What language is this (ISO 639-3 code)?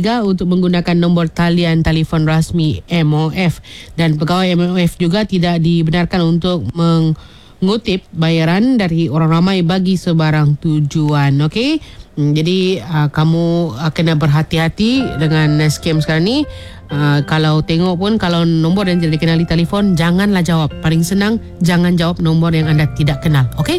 msa